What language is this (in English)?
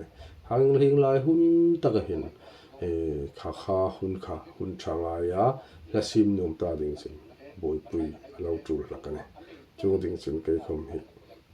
Hmar